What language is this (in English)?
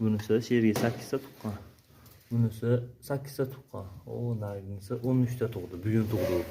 Uzbek